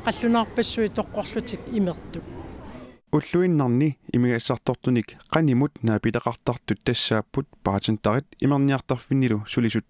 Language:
Kalaallisut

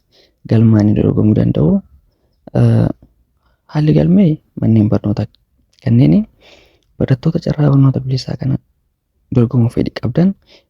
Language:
Oromo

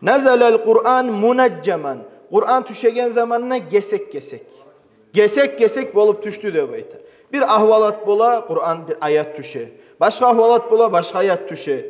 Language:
Kumyk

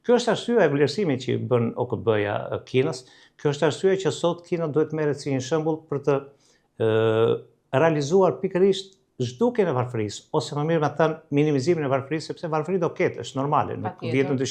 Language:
Albanian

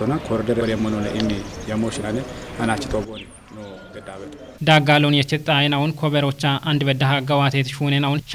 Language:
Kafa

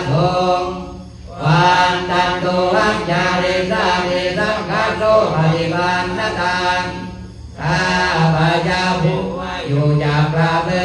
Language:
Pali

